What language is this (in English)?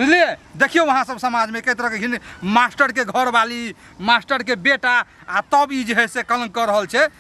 Maithili